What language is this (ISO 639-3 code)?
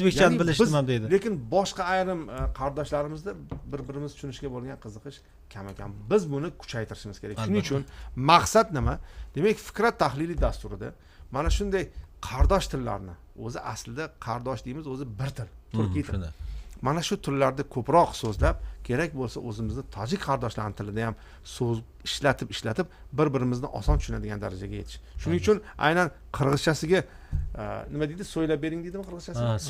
uzb